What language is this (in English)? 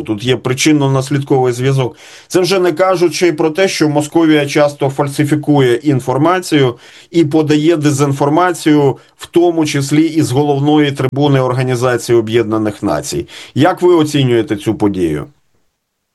Ukrainian